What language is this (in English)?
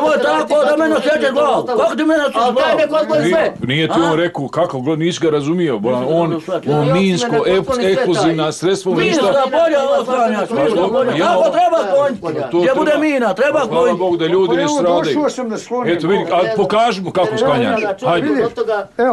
Bosnian